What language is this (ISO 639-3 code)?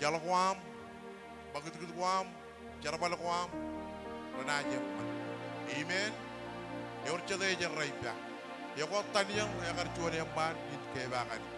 mah